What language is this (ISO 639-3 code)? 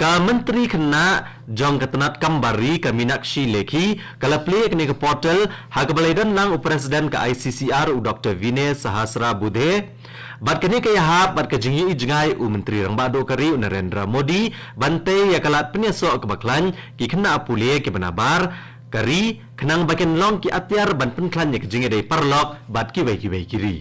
kha